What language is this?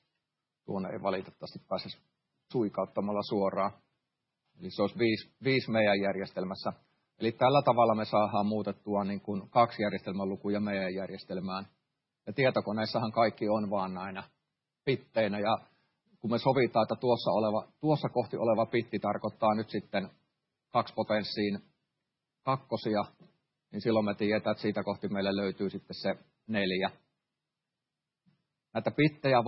Finnish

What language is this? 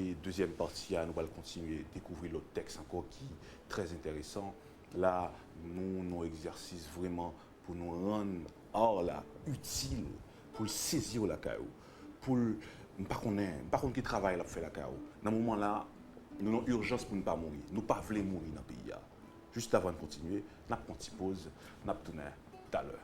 Haitian Creole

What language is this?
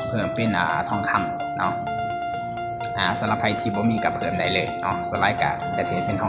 Lao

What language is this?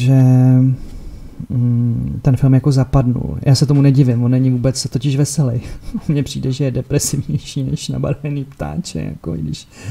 Czech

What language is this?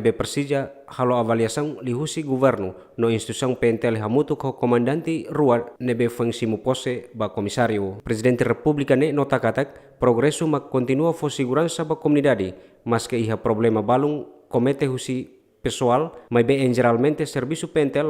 Tetum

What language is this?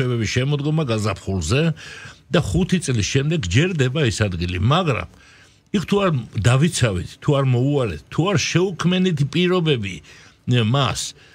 Georgian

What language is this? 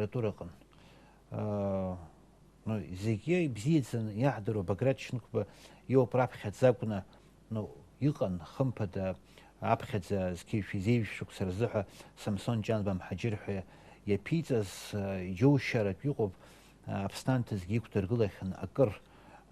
Abkhazian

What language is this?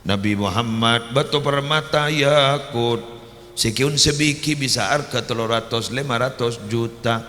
Madurese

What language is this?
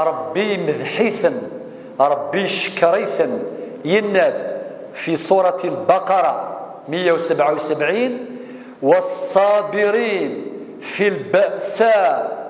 Kabyle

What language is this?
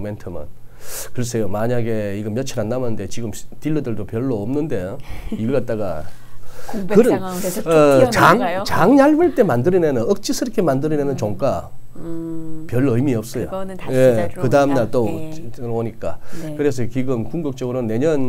Korean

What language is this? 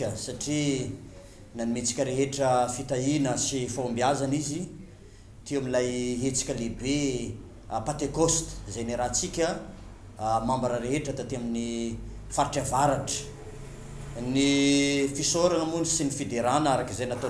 Malagasy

